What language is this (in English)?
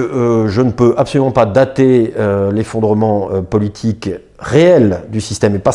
French